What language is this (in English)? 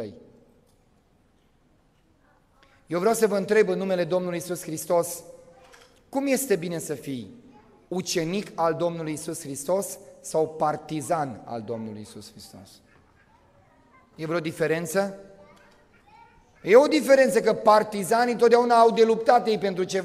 Romanian